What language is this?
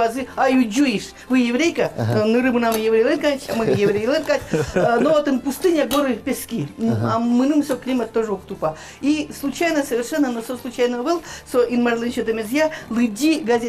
Udmurt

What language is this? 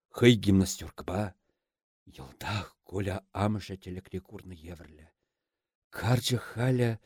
Chuvash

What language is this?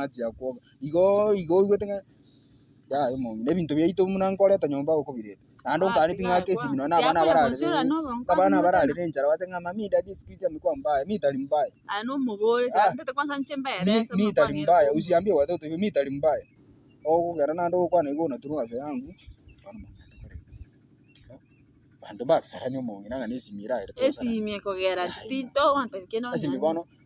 Gusii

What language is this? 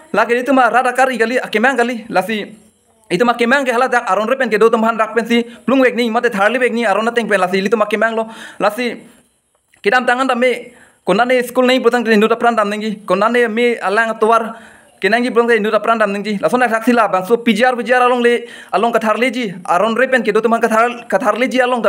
Karbi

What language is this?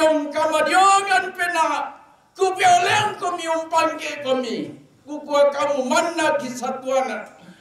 Toraja-Sa'dan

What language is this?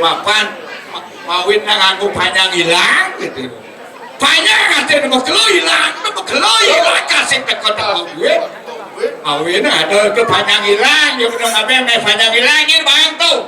Balinese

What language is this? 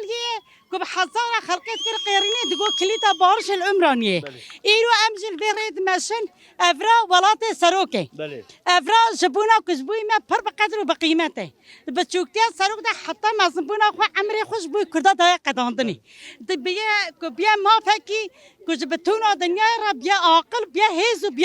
Kurdish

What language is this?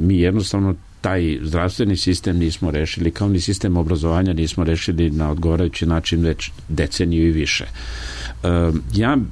Serbian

